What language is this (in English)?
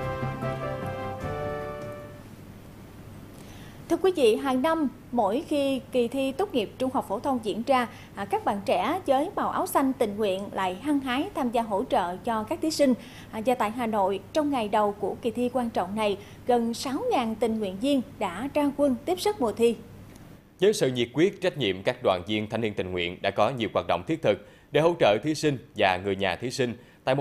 Vietnamese